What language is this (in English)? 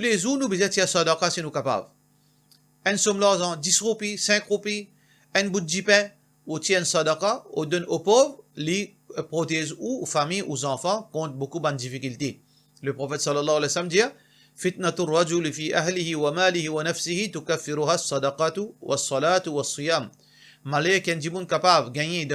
Morisyen